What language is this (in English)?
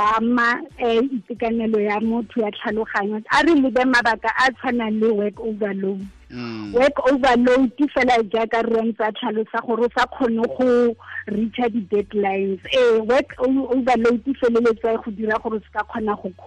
Tswana